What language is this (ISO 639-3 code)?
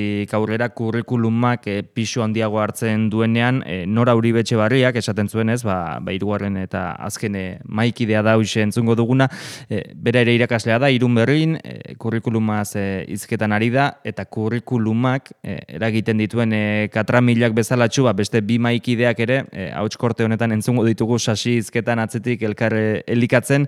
eus